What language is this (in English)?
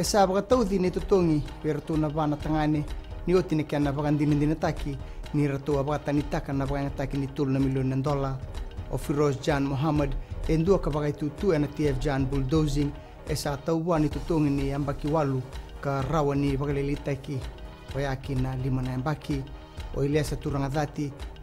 Fijian